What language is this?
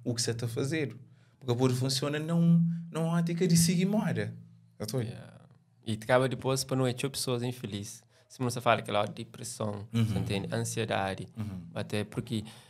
Kabuverdianu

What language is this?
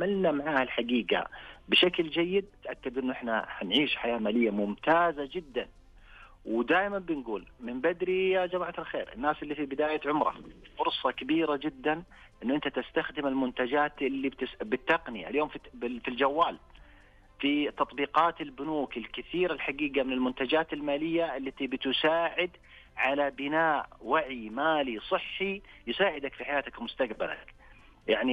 Najdi Arabic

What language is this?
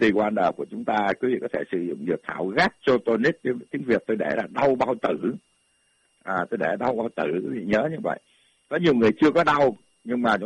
Vietnamese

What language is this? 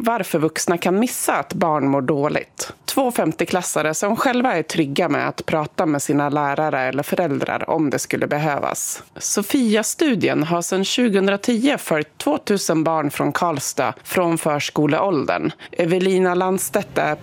Swedish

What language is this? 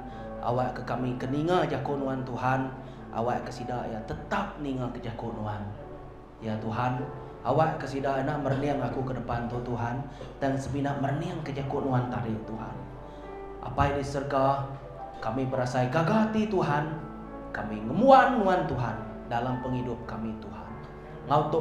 Iban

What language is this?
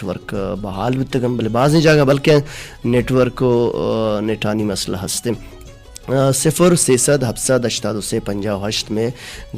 Baluchi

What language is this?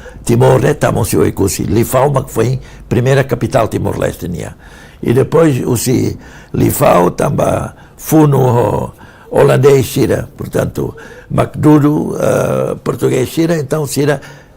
Tetum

